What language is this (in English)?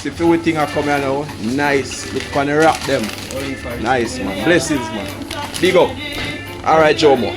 Jamaican Creole English